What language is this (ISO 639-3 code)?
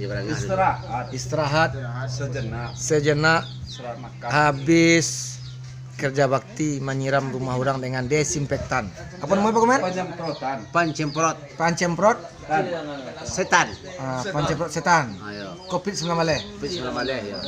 min